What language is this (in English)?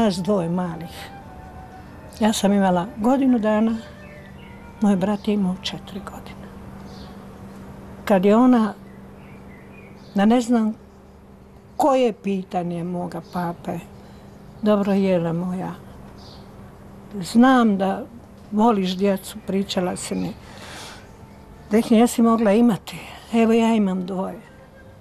Croatian